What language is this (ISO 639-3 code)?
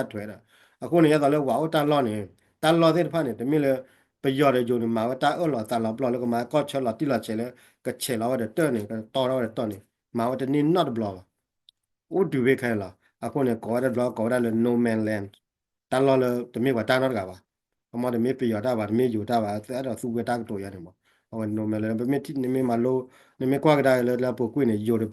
ksw